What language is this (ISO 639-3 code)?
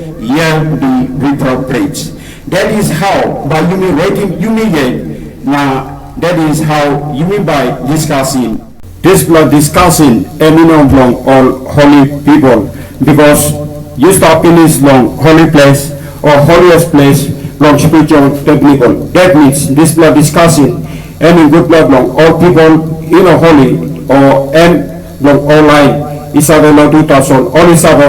tpi